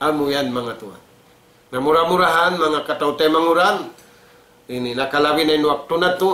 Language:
Tausug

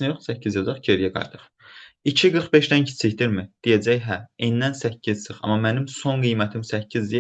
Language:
Azerbaijani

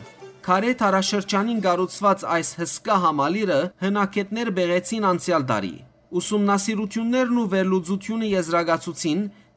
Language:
Western Armenian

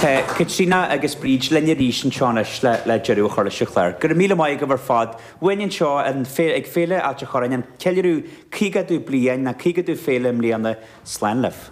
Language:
Irish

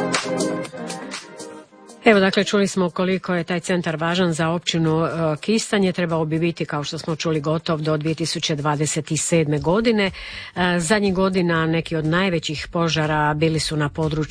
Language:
Croatian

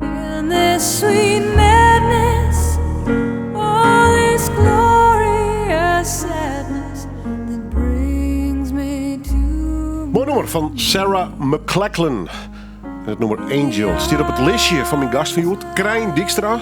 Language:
Western Frisian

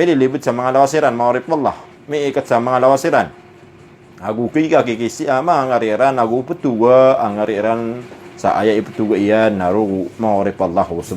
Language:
Maranao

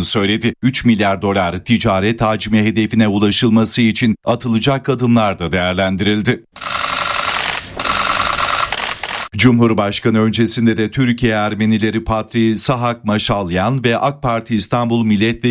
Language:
Turkish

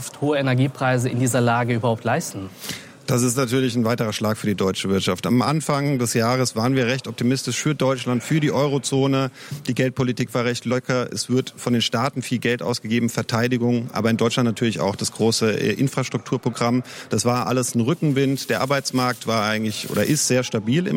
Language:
German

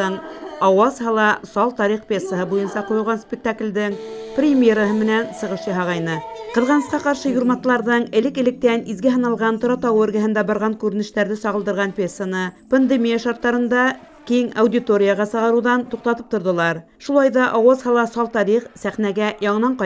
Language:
Bashkir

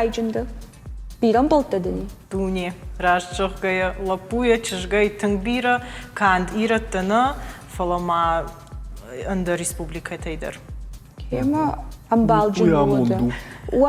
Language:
Ossetic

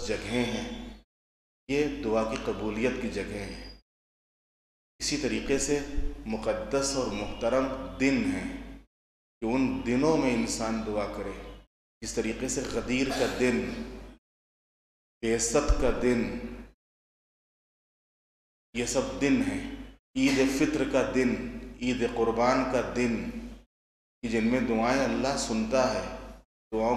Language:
Urdu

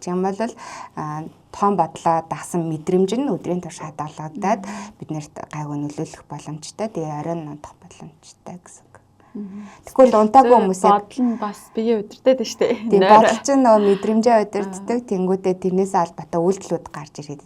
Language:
Mongolian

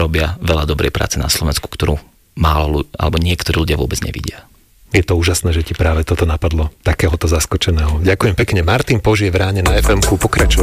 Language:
Slovak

